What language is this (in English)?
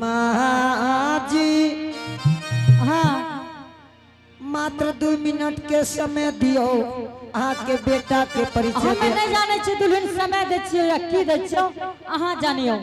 Angika